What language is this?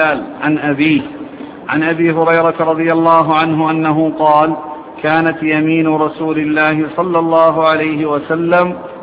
Arabic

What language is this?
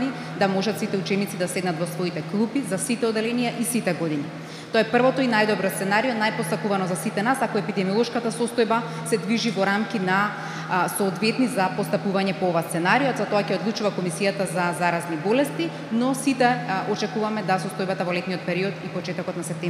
Macedonian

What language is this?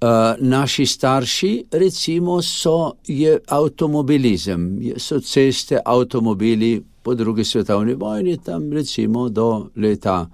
Slovenian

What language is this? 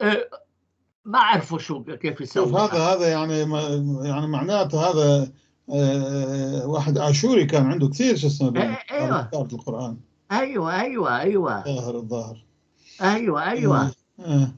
North Levantine Arabic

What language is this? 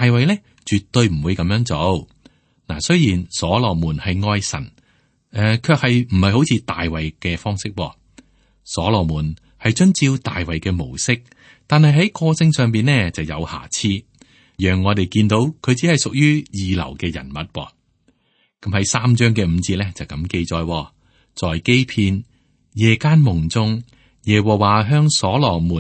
Cantonese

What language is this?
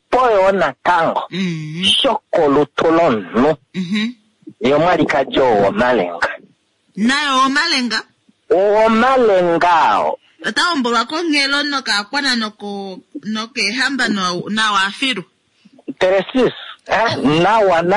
Kuanyama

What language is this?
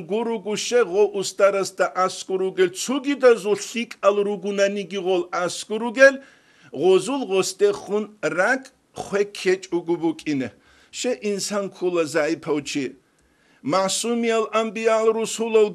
Avaric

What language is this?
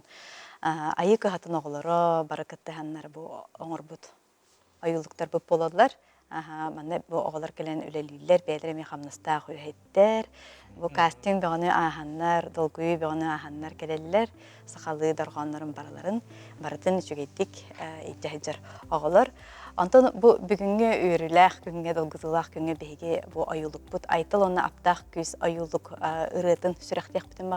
Yakut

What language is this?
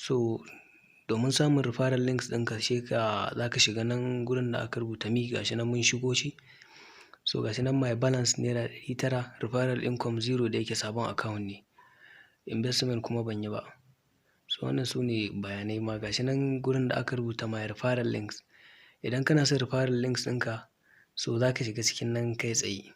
Hausa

